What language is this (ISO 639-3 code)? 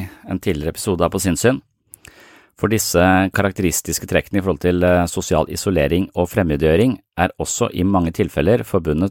nor